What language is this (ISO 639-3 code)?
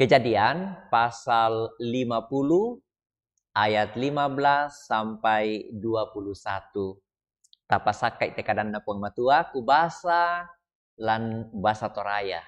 sda